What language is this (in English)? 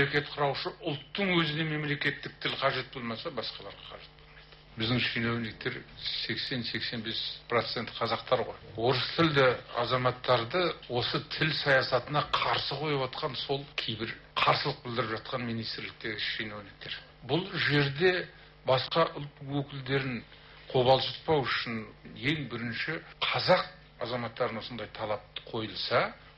Kazakh